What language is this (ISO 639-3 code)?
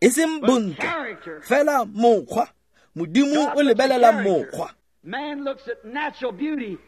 tsn